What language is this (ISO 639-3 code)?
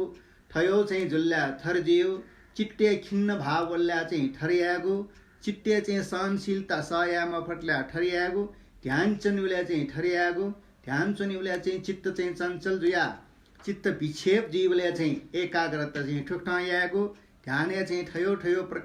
new